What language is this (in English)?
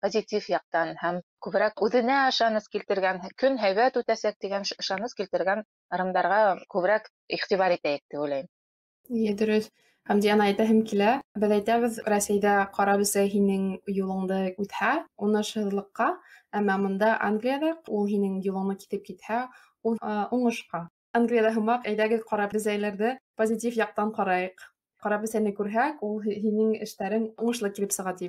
Bashkir